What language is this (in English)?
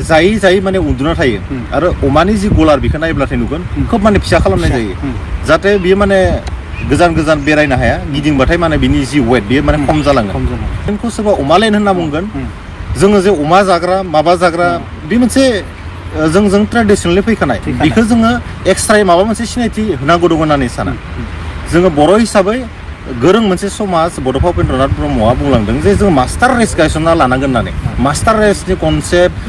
Bodo